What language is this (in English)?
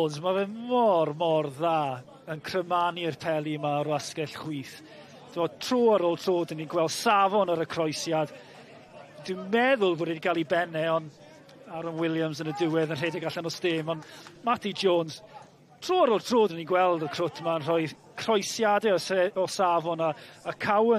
Welsh